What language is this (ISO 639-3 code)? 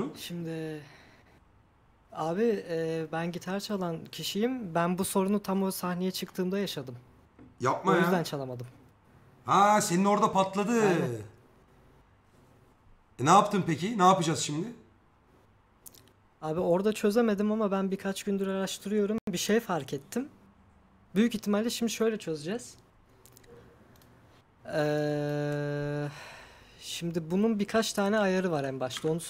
tur